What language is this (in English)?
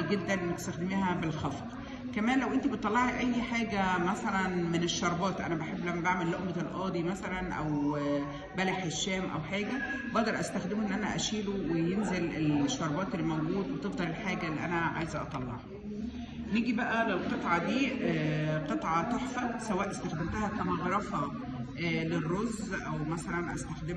Egyptian Arabic